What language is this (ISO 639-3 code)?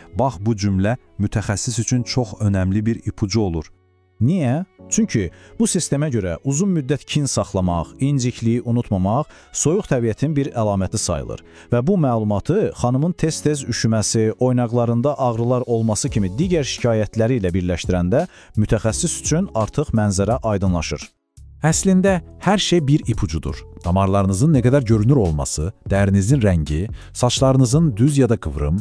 aze